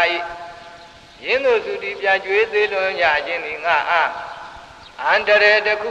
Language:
Burmese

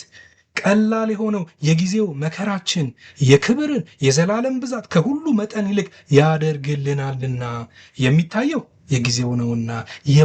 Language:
Amharic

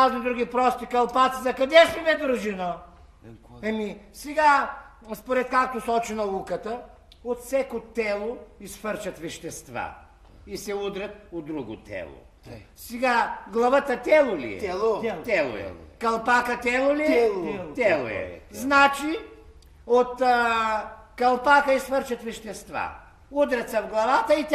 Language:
Bulgarian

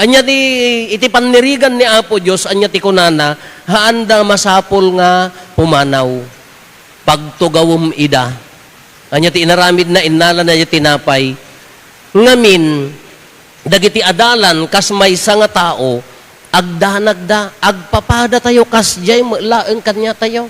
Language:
Iloko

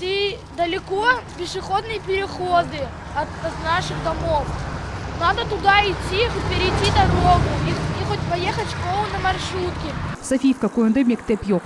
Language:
Crimean Tatar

